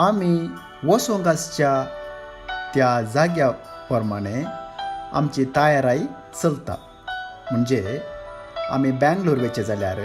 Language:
Konkani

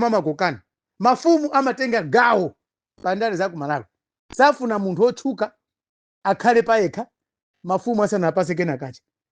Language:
Nyanja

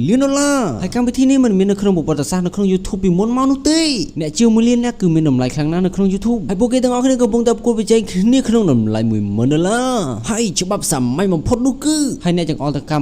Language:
Khmer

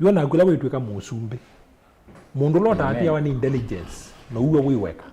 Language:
Kamba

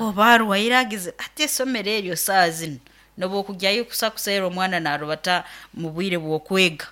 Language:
Nyoro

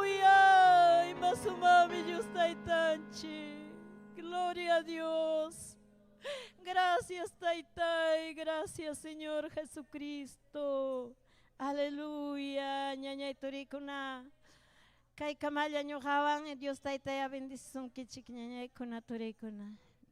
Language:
Ayacucho Quechua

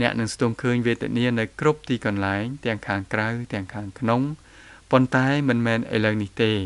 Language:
Khmer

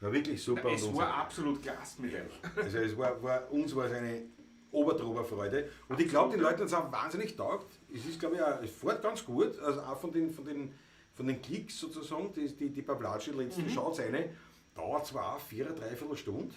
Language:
Bavarian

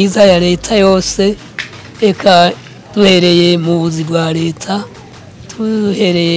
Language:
Rundi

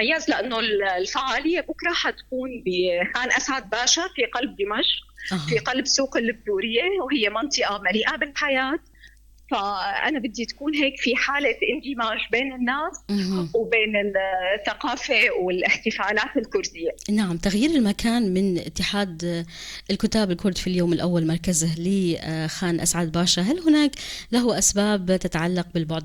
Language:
North Levantine Arabic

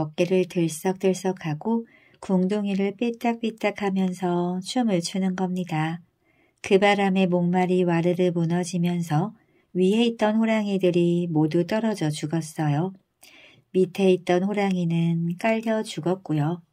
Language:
Korean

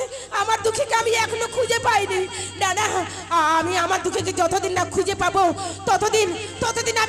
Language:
Bangla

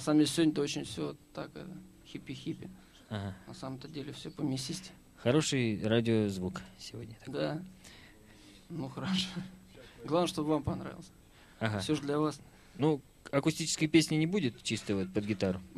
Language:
Russian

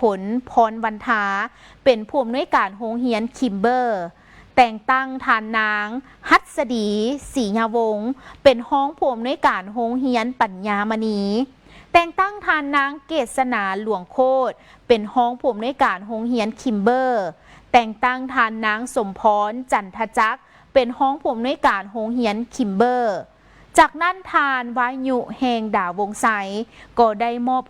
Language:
Lao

